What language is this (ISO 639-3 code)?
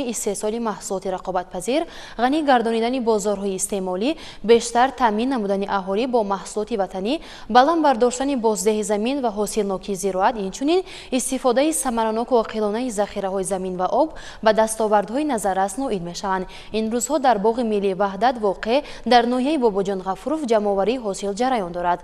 tgk